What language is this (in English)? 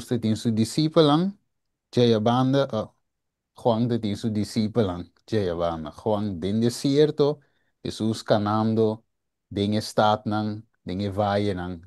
Papiamento